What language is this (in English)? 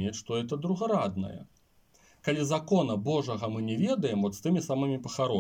Belarusian